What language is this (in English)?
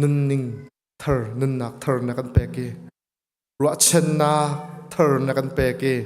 Hakha Chin